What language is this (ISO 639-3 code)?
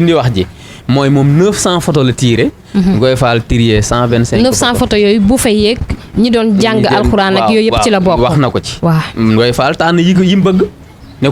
wol